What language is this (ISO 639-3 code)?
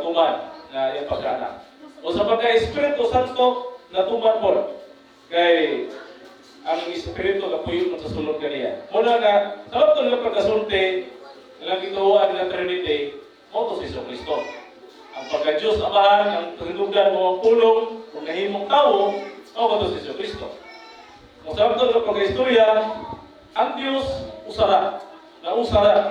ceb